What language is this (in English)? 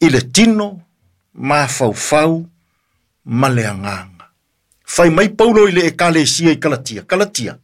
Samoan